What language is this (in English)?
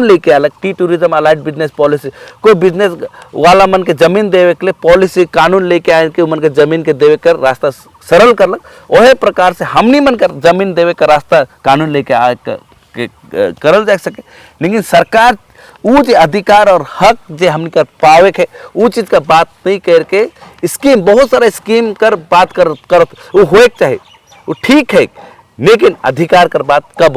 Sadri